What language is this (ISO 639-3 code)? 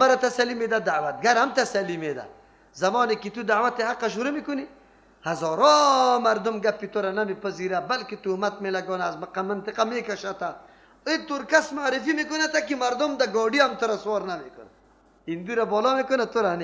fas